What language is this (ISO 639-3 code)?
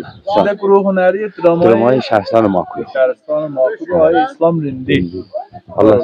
azb